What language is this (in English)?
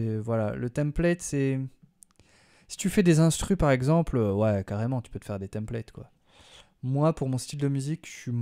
French